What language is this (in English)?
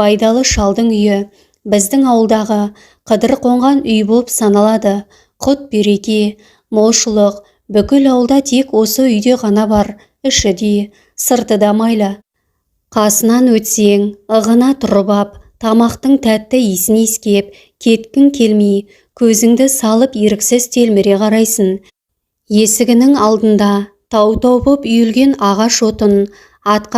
Kazakh